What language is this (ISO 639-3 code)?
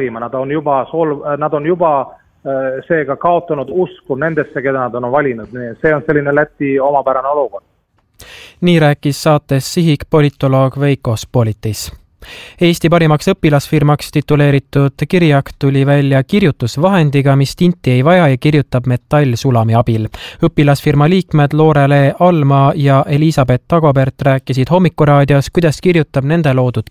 est